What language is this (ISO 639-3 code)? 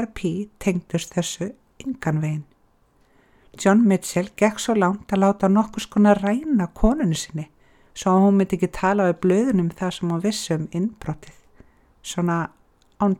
isl